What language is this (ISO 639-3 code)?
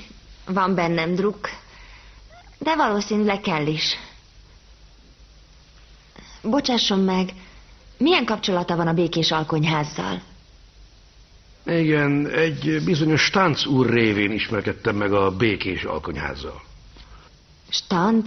hun